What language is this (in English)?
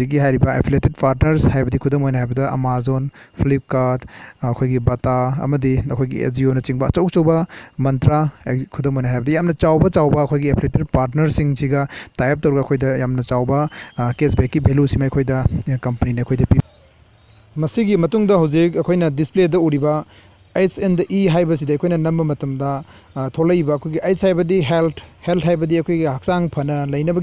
Manipuri